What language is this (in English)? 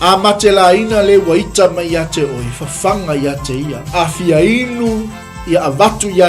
Samoan